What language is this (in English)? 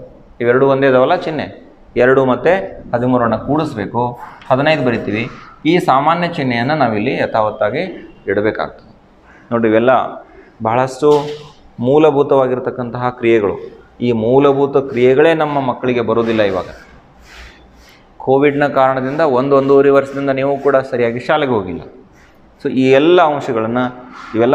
Kannada